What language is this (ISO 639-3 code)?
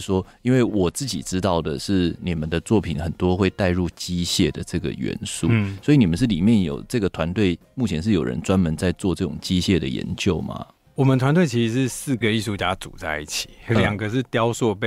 zho